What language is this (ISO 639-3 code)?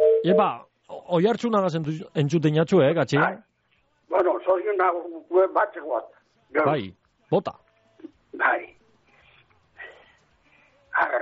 eus